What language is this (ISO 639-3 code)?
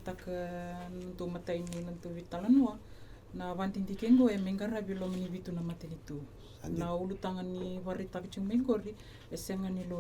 fij